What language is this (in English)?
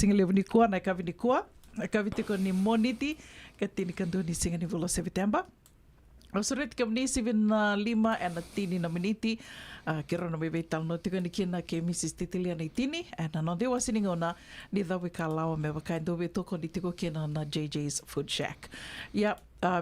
Fijian